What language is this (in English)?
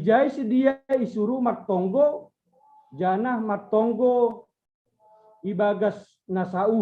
Batak Simalungun